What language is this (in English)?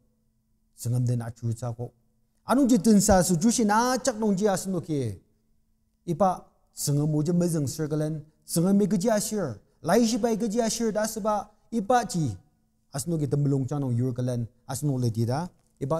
Ao Naga